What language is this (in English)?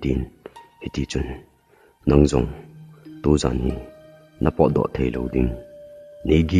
Thado Chin